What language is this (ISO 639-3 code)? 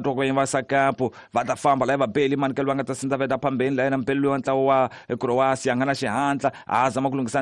tso